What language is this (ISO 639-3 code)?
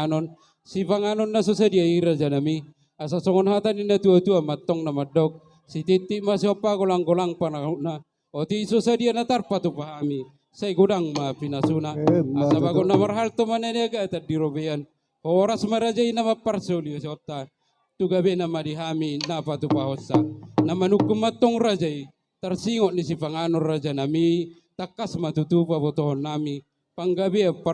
bbc